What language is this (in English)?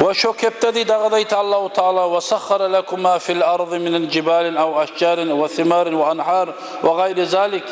Kumyk